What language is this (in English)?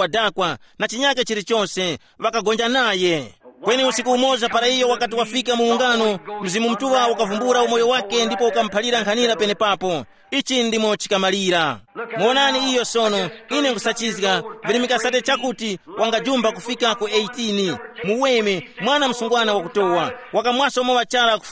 Tumbuka